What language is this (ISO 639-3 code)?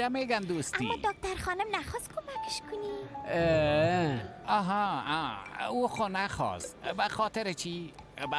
fas